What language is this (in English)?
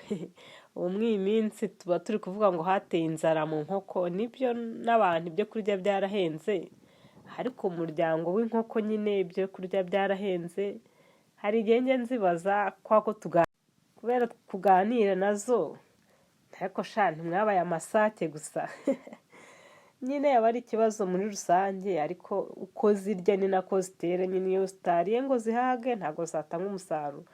Kinyarwanda